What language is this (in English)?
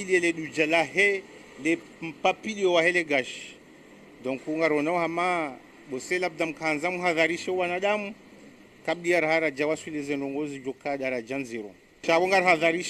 Ngazidja Comorian